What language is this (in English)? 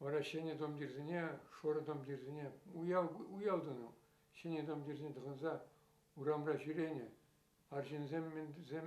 Chuvash